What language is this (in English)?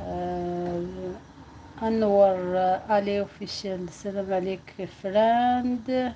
Algerian Arabic